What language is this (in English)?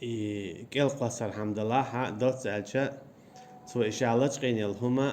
Chechen